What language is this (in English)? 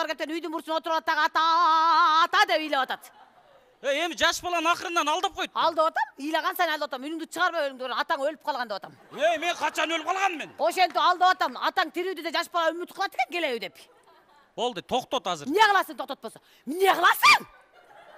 Kyrgyz